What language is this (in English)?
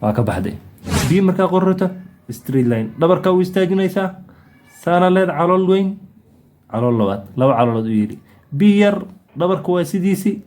Somali